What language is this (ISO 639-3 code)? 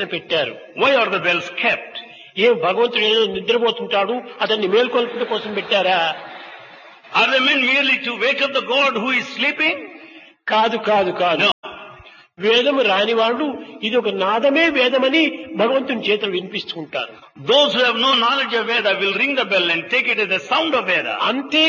tel